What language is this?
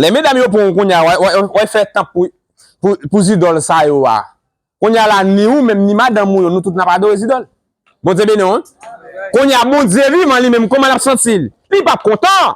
Haitian Creole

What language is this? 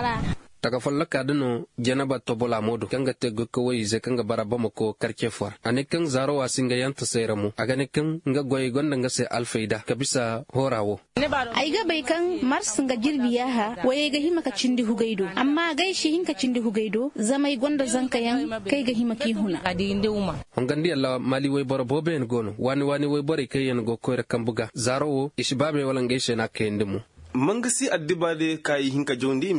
Koyraboro Senni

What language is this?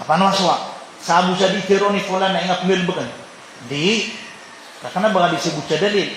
Maranao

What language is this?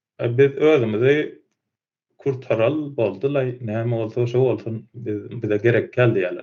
Turkmen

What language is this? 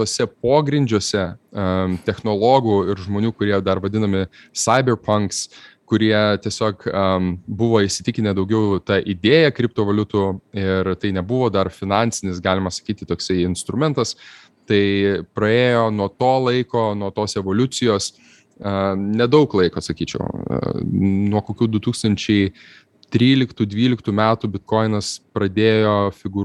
Lithuanian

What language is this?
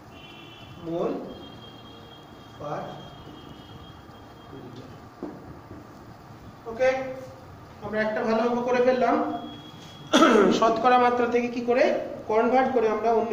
Bangla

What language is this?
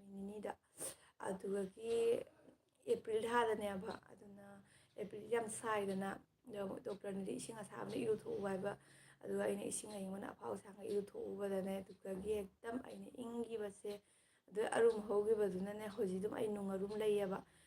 Manipuri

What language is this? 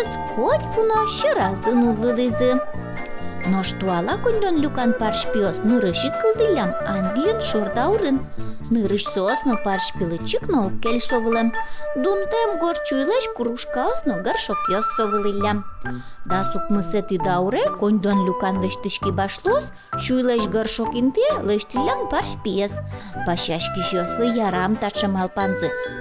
Udmurt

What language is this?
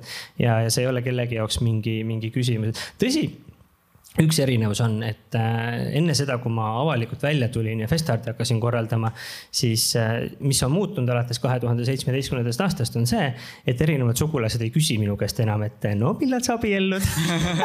Estonian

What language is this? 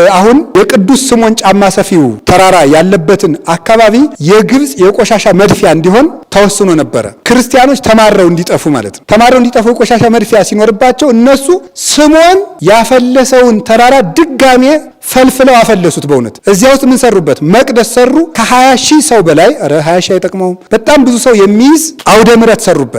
Amharic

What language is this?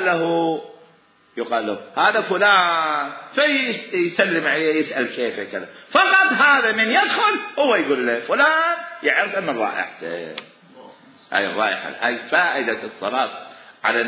Mesopotamian Arabic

